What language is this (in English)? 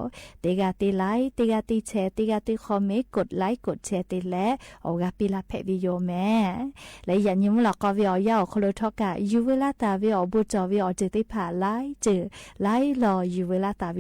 Lahu